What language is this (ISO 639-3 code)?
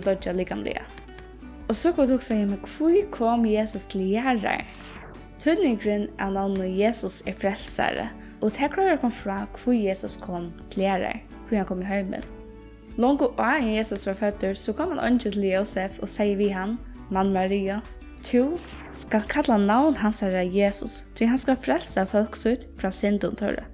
fao